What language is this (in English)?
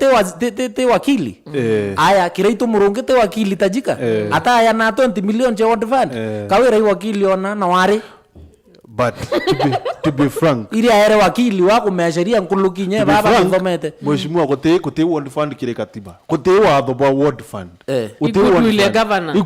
Meru